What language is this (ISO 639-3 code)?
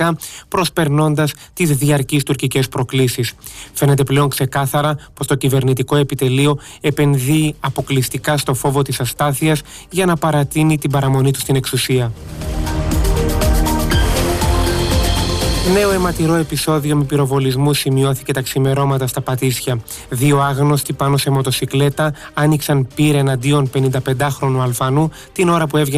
ell